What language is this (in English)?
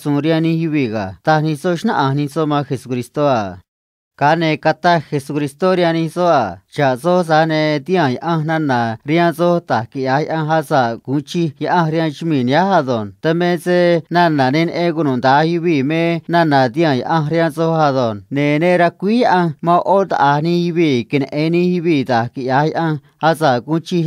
Copala Triqui